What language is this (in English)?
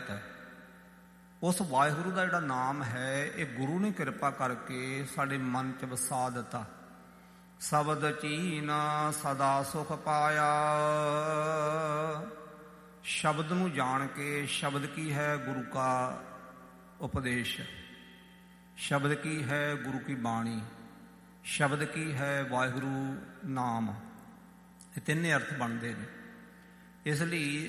Punjabi